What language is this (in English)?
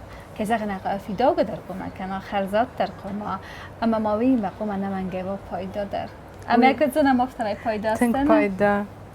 Ossetic